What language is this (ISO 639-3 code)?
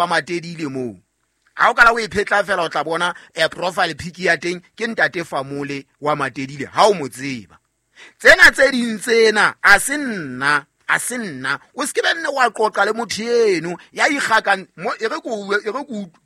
sot